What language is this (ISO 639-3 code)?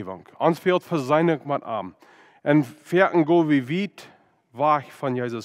pdt